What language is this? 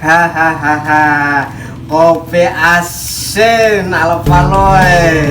Banjar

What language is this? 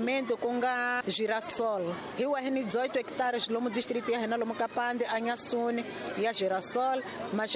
Tsonga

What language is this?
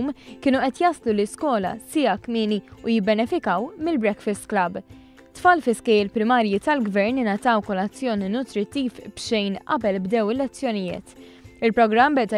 Maltese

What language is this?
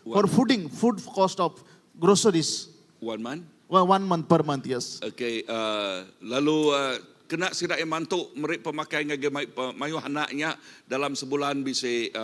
Iban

